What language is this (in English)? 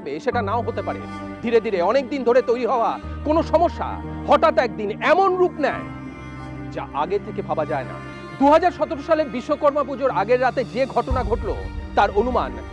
Bangla